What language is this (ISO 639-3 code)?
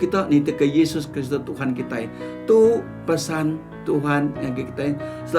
iba